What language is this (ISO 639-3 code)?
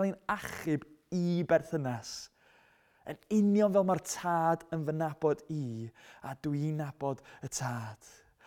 cym